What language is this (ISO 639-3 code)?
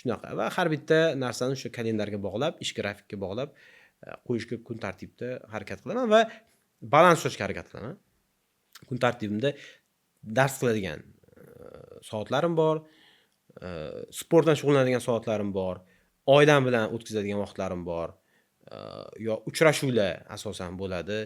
uzb